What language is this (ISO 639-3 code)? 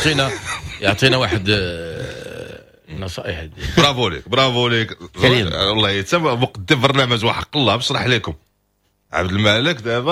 ary